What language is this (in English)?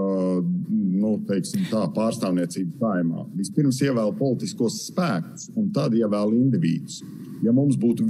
Latvian